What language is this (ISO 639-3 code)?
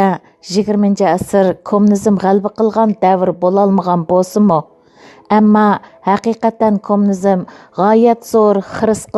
uig